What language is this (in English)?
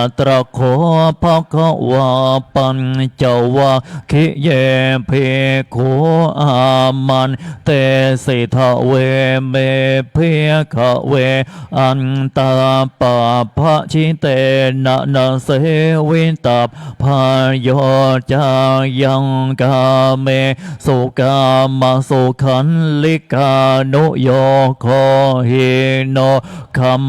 Pali